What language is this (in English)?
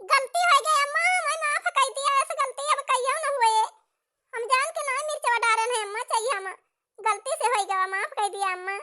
Awadhi